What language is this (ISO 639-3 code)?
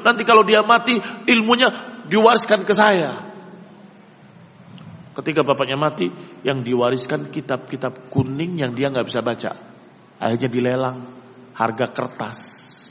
ind